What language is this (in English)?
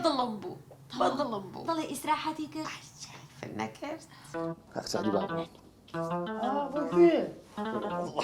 Central Kurdish